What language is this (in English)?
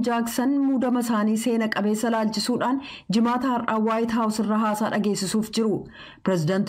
Oromo